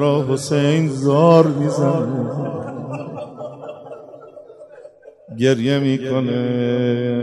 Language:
Persian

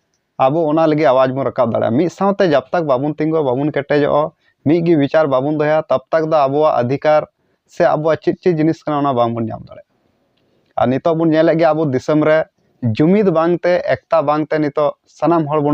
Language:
Santali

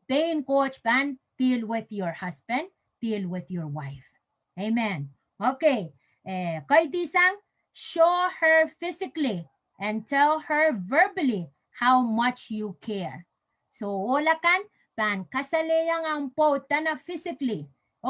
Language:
Pohnpeian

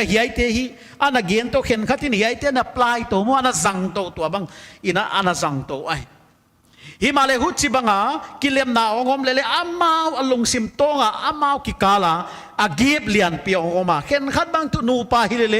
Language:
Paite Chin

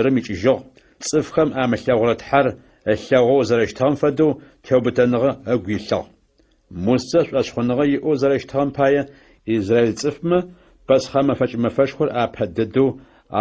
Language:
Adyghe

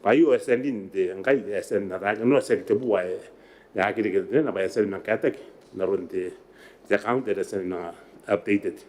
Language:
Gilbertese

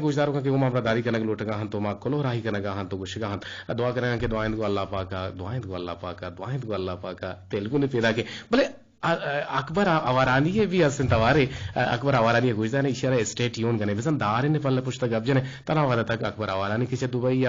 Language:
Eastern Balochi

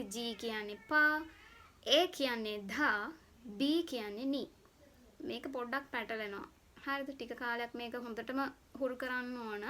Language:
Sinhala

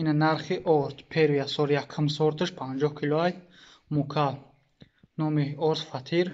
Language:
Tajik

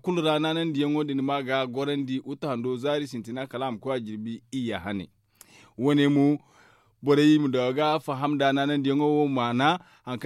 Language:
Zarma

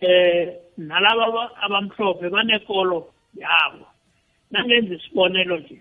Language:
South Ndebele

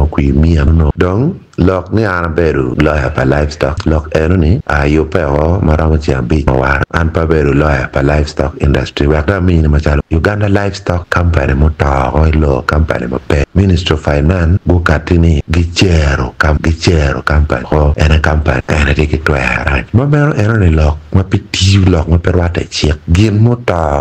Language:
Acoli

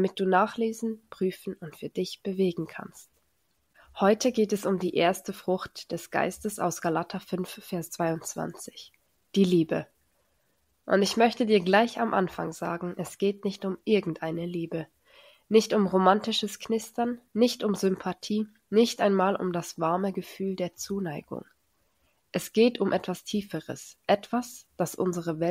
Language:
Swiss German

